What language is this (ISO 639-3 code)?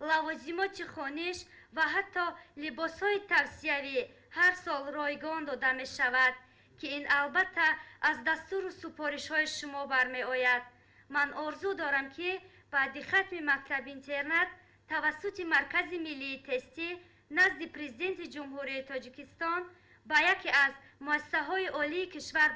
tgk